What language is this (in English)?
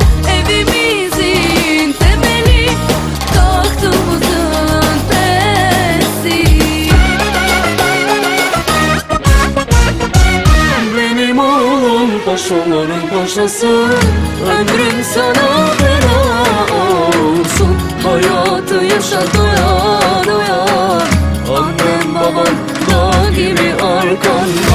Turkish